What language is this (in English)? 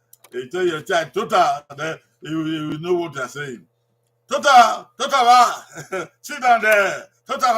Bini